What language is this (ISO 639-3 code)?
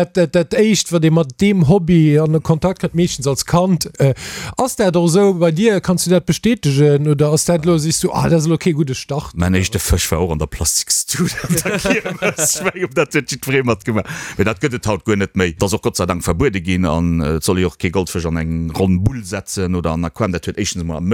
ltz